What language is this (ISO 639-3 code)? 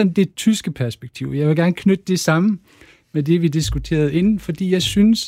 dan